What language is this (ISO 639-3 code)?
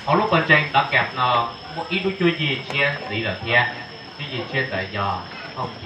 hmn